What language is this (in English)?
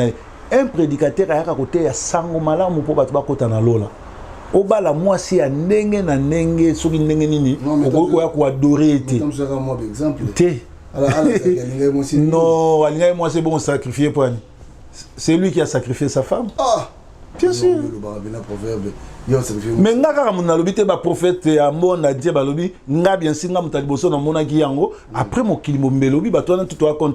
Lingala